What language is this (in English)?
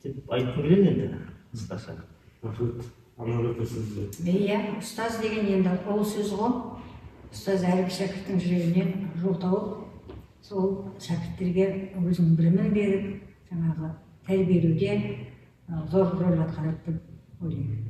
Kazakh